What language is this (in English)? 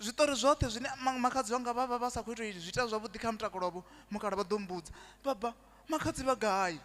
Venda